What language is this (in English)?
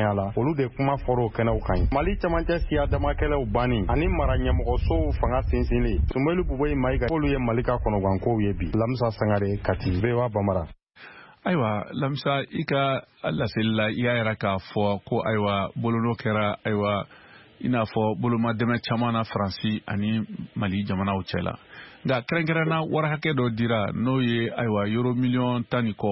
Bambara